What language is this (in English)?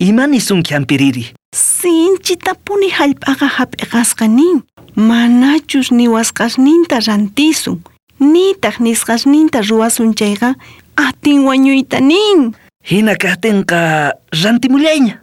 South Bolivian Quechua